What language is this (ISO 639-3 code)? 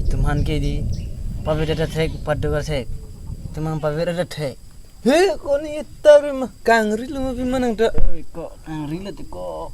mjw